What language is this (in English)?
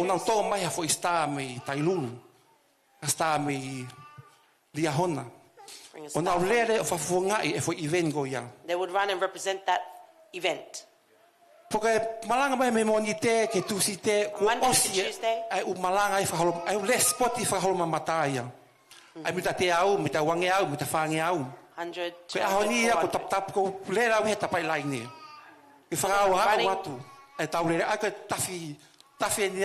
Tongan